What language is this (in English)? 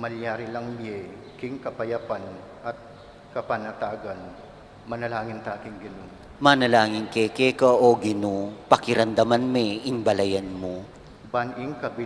Pampanga